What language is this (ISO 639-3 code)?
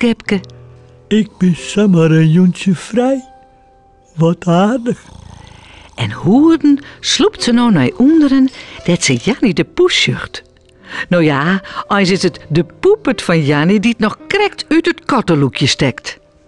fry